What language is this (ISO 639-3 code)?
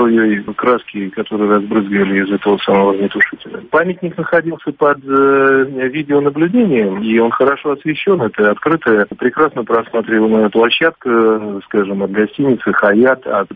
rus